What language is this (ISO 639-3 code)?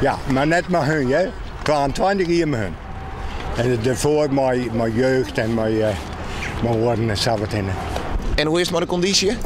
fry